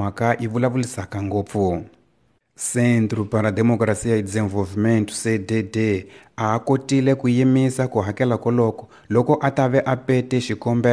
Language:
Tsonga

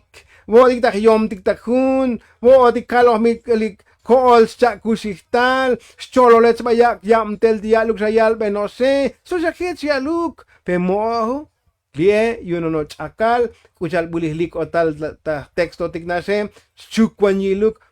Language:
Tzotzil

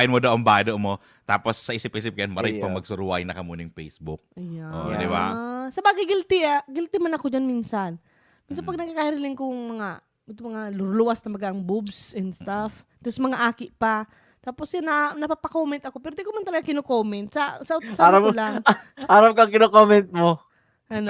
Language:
Bikol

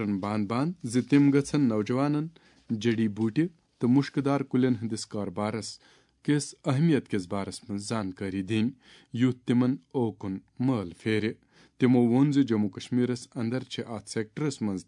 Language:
Kashmiri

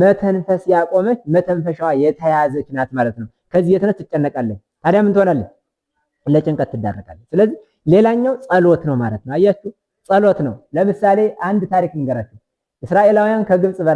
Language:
Amharic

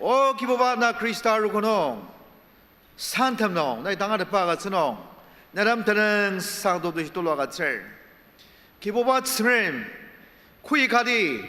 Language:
Ao Naga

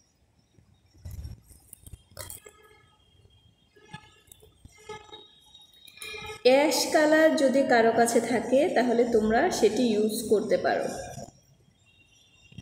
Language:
Bangla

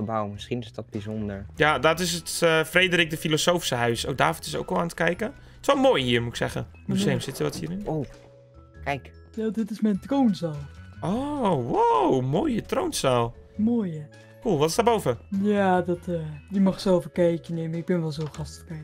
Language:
Dutch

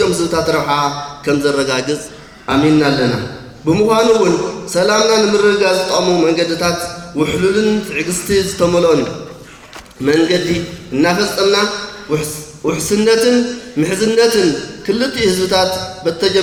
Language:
Tigrinya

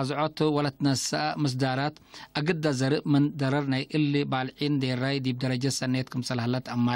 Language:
Tigre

